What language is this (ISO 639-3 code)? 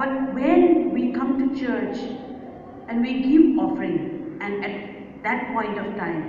nmf